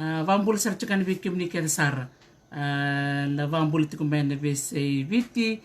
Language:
Fijian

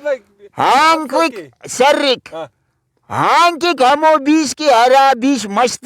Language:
Brahui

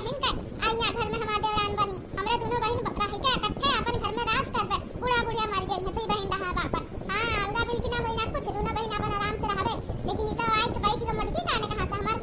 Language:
Awadhi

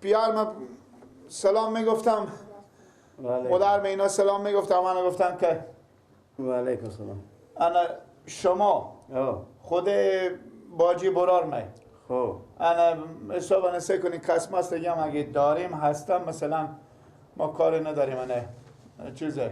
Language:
Persian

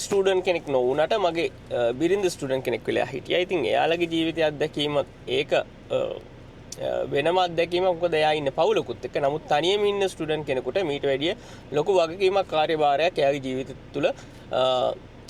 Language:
Sinhala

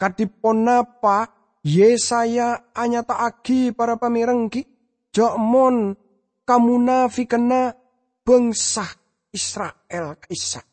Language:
Madurese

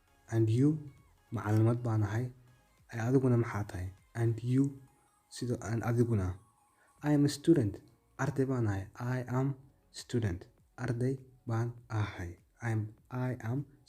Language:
Somali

